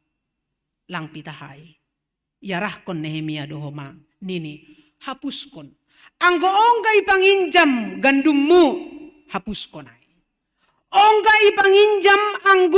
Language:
Batak Simalungun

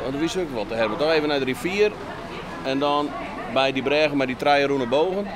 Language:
Western Frisian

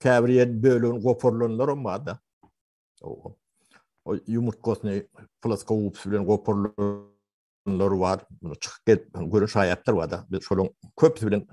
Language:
Turkmen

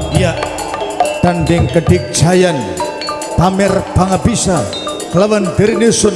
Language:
Javanese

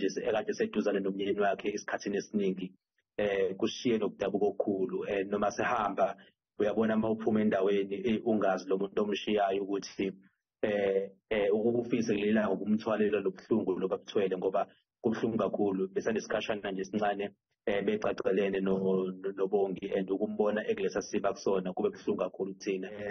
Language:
Zulu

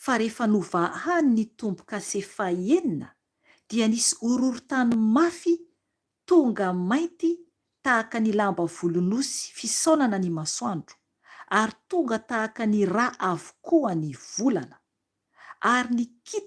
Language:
Malagasy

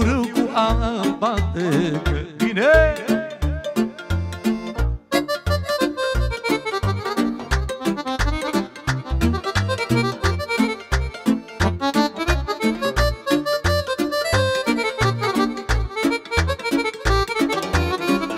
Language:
Romanian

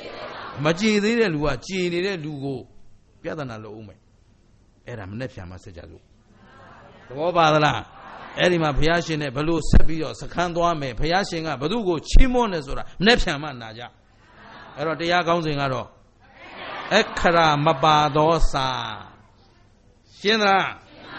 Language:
Burmese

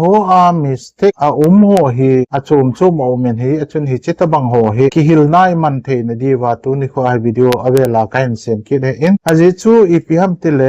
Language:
Thado Chin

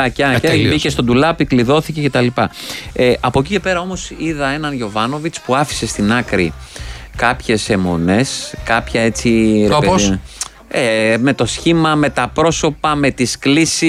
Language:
Greek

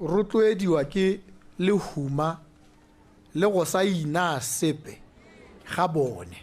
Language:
Tswana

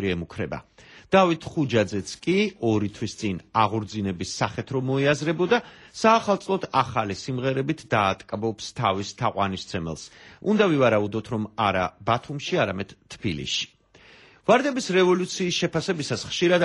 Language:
Georgian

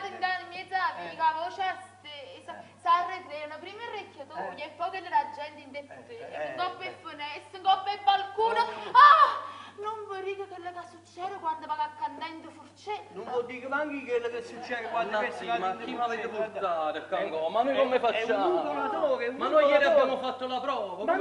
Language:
Neapolitan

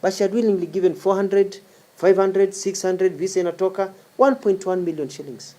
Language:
Kikuyu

